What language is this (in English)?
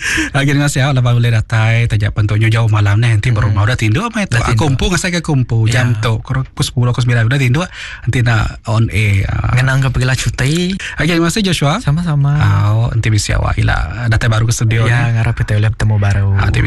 Iban